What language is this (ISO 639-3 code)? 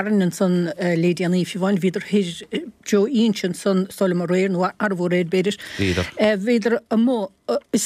gle